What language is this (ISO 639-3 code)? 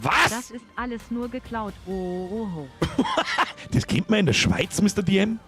bar